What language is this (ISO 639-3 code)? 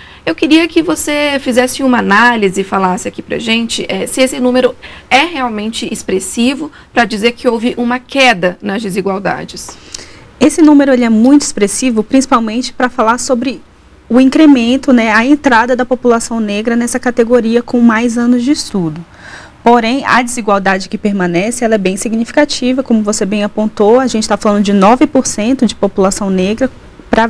por